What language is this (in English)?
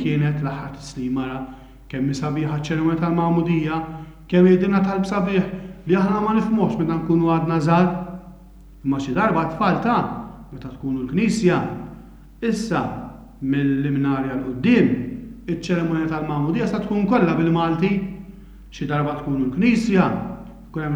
Maltese